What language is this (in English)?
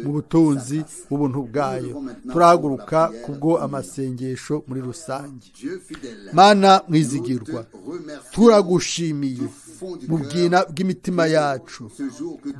Rundi